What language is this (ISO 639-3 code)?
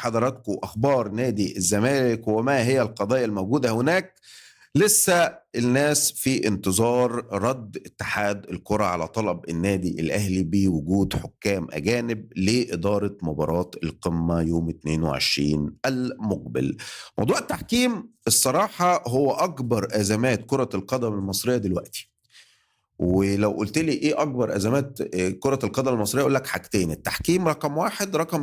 arz